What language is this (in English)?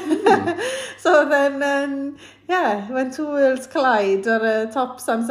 Welsh